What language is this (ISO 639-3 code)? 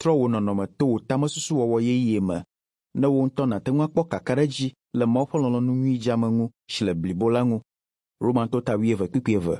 ewe